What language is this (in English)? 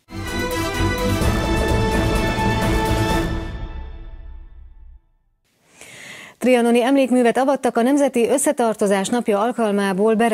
Hungarian